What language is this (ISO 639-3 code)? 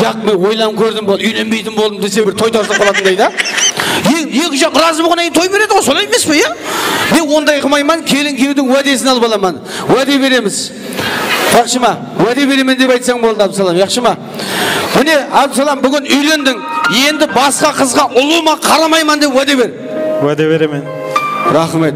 kaa